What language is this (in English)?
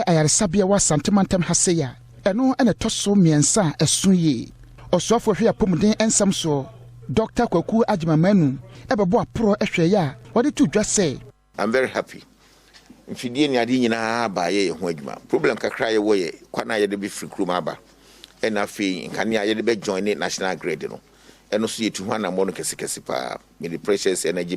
Akan